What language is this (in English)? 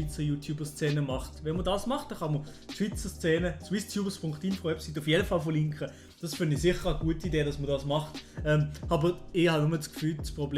Swiss German